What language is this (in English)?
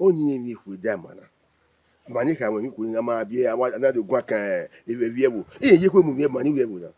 Bini